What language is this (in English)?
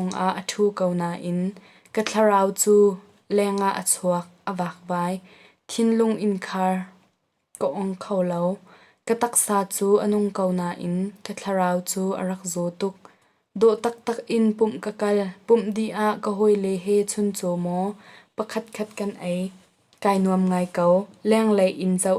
Hakha Chin